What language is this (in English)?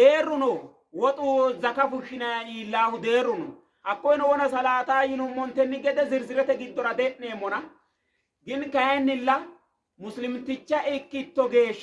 Sidamo